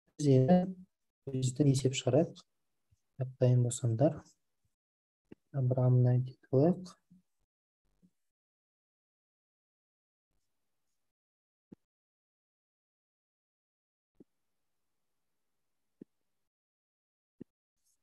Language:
Kazakh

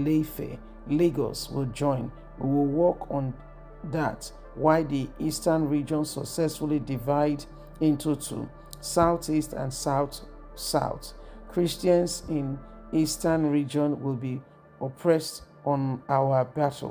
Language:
Yoruba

